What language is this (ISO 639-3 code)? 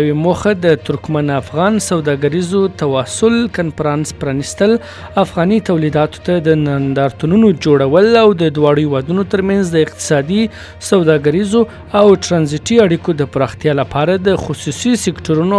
pus